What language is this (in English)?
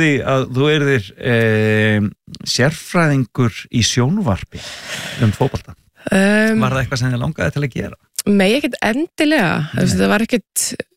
Icelandic